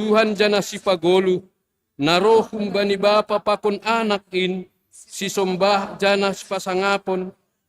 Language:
Batak Simalungun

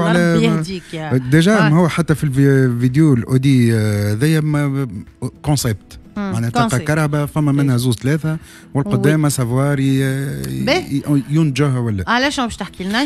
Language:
Tunisian Arabic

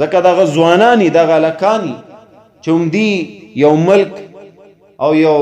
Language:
Pashto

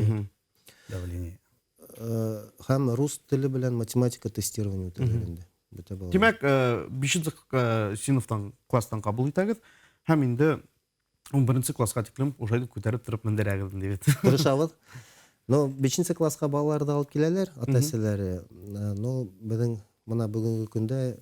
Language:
Bashkir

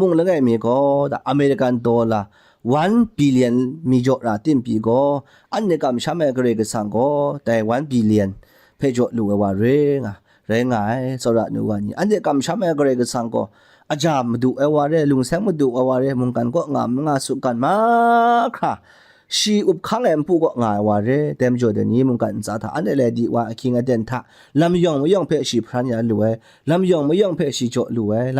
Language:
Kachin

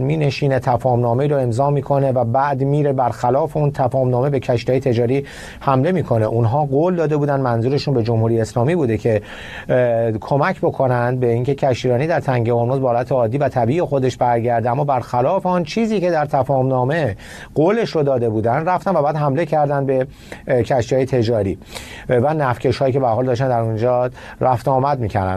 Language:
Persian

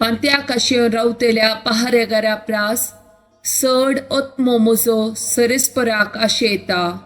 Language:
Konkani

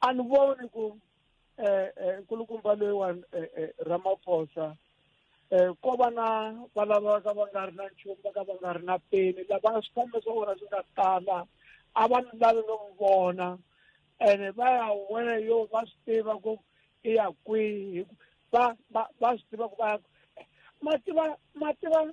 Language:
Tsonga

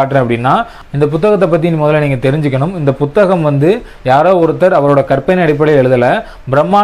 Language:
Tamil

